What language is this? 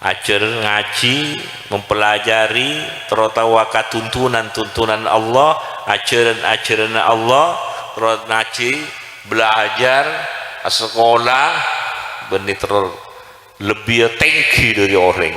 Madurese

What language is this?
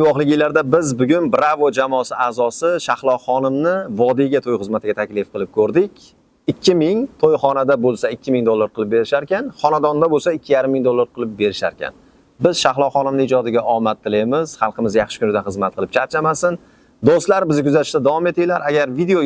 Uzbek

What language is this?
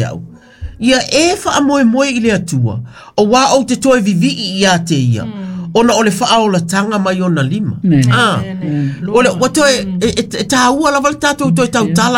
Samoan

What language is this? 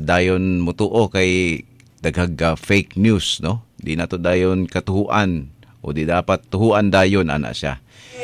Cebuano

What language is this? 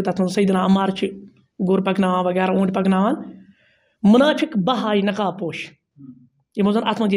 Kashmiri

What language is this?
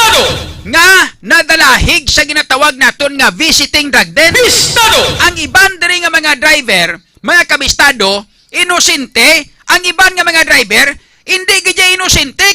Hiligaynon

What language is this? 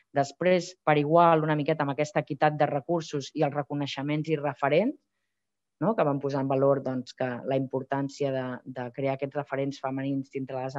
Catalan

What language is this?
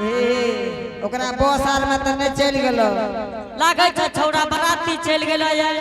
Angika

